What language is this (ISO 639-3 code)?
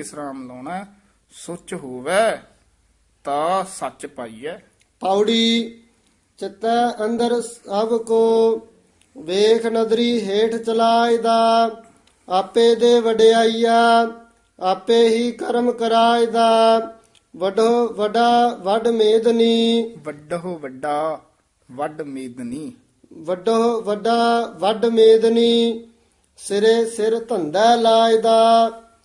pan